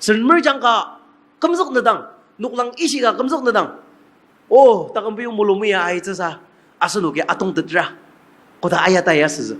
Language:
Ao Naga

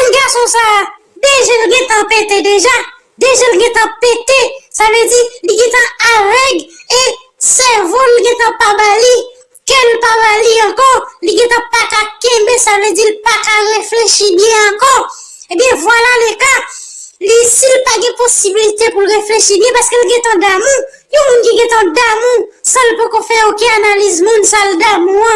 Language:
Haitian Creole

